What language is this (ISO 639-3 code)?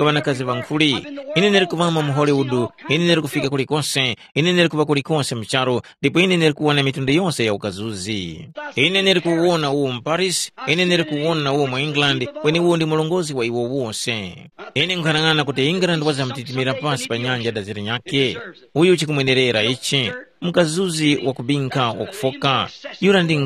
tum